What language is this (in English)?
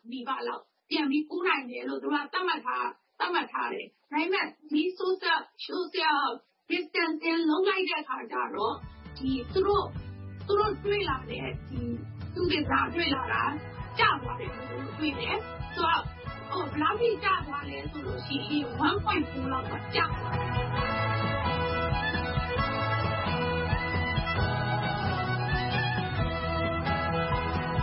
Burmese